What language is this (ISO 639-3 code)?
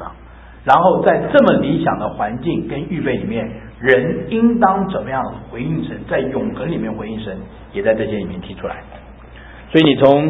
zho